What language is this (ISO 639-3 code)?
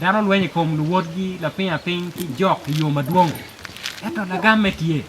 ach